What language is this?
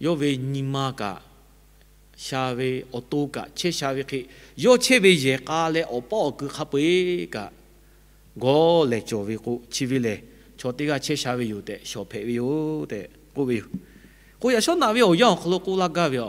Lahu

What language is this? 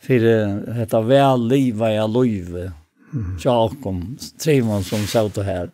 Faroese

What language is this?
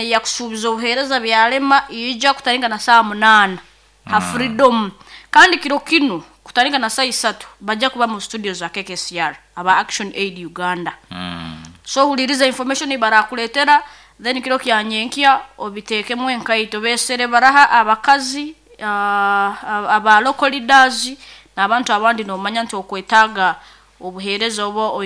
Nyoro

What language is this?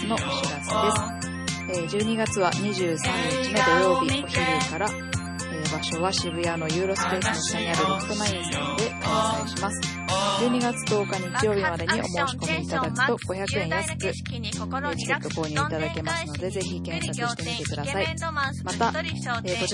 Japanese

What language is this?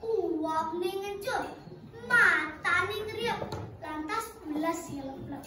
Balinese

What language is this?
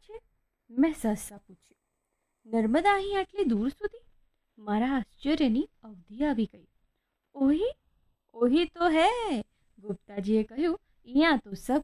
Gujarati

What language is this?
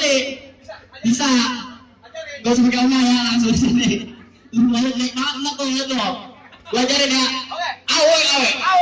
Betawi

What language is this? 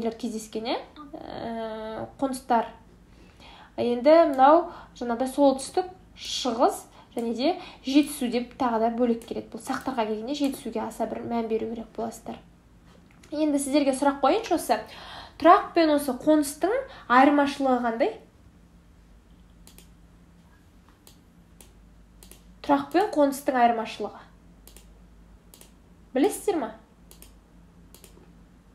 Kazakh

